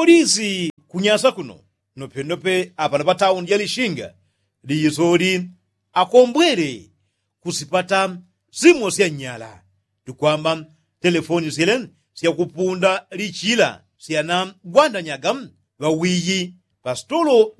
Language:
Yao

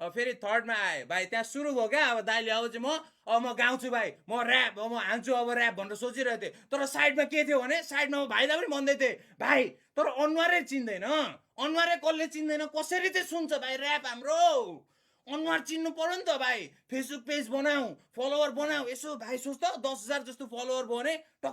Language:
Nepali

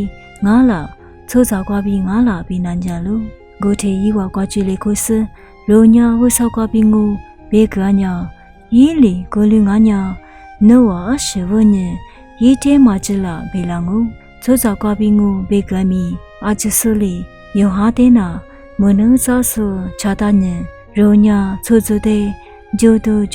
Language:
Lisu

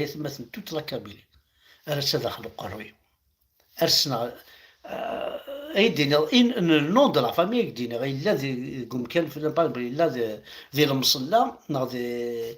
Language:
Kabyle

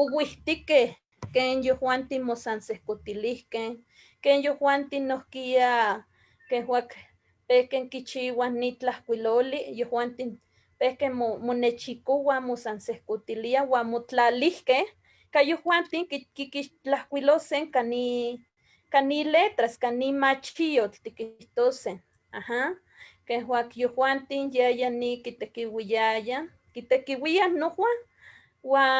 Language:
Eastern Huasteca Nahuatl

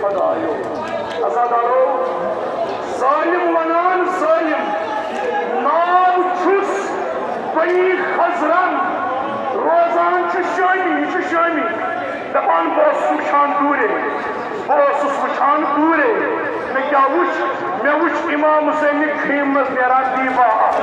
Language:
Kashmiri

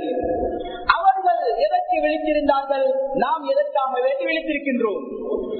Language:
Tamil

